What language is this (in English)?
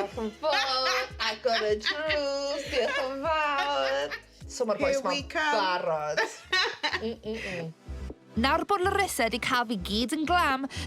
Welsh